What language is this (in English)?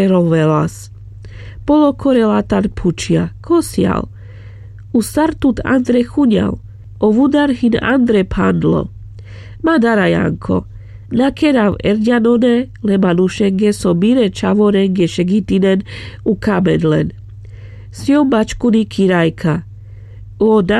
Carpathian Romani